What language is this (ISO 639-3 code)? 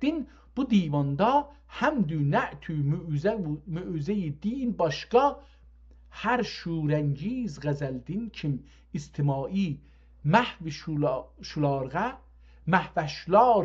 azb